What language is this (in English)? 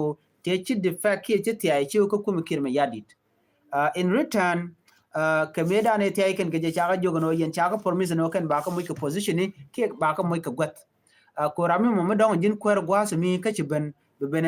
Nuer